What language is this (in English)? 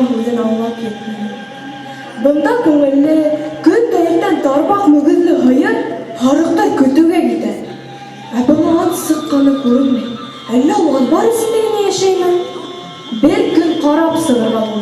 Bashkir